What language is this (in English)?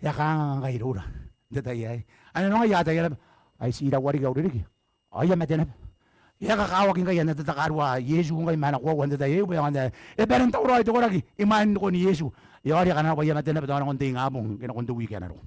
Gilbertese